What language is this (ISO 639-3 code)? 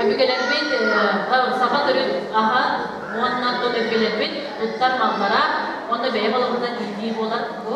sah